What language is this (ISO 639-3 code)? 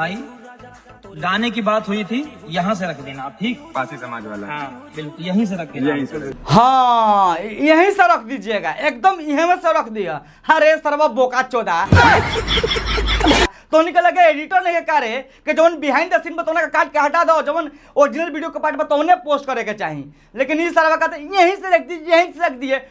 bho